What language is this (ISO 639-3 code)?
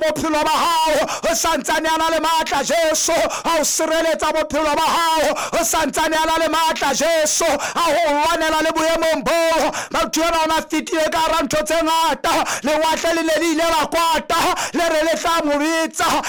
sot